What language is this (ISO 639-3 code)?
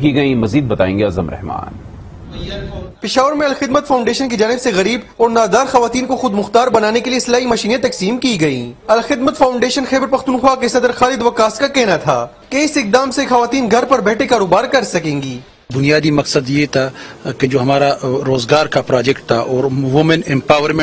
urd